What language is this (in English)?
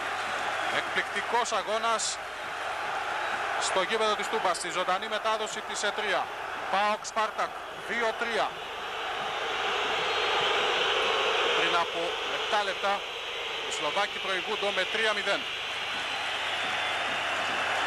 Greek